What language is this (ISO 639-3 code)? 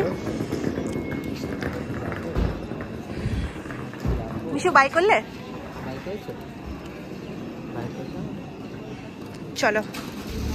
ben